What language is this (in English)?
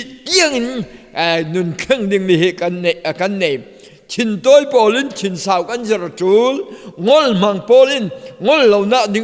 Falam Chin